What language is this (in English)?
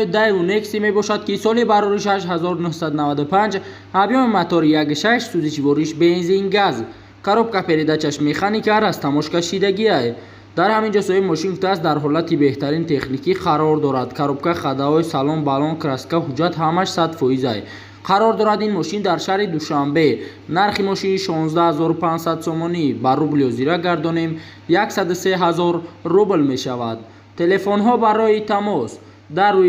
Tajik